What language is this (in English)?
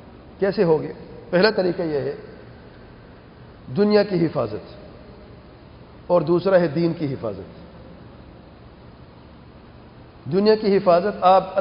Urdu